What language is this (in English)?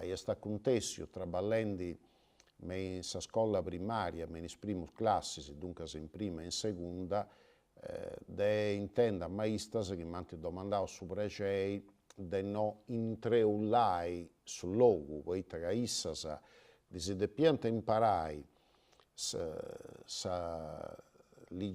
Sardinian